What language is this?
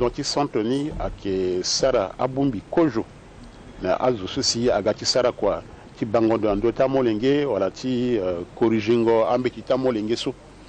Sango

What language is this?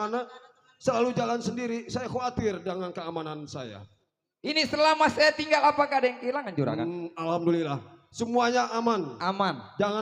Betawi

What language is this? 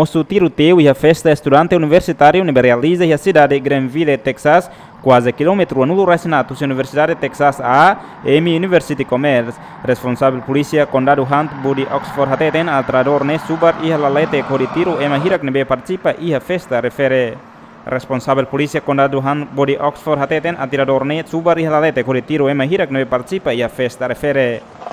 Tetum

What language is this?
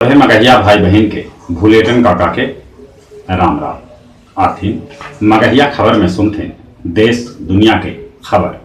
Magahi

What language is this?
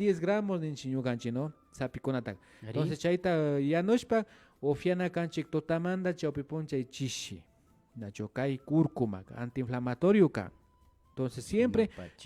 Imbabura Highland Quichua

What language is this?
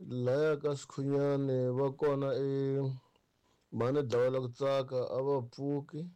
Tsonga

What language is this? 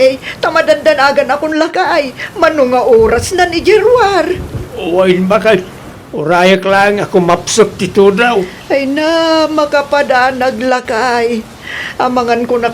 Iloko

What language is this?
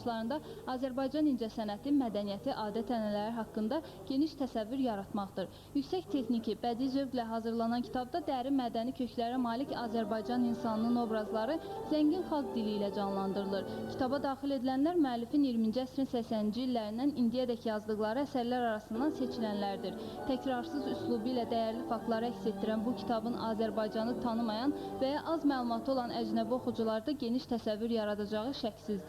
Azerbaijani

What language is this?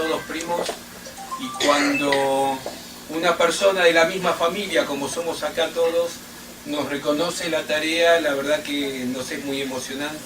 Ladino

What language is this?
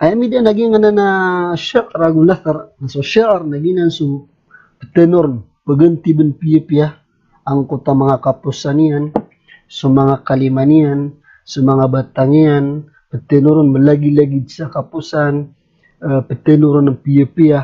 Maranao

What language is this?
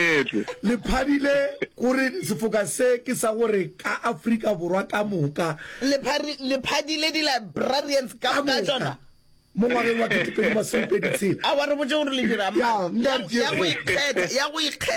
Northern Sotho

